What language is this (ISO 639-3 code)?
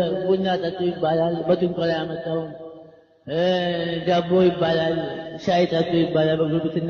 amh